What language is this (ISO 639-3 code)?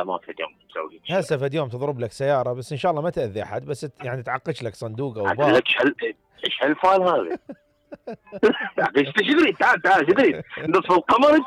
acm